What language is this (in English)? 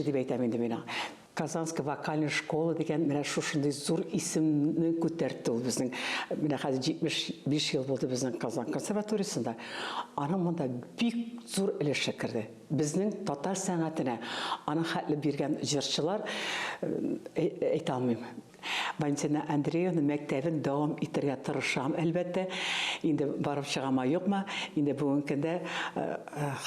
Tatar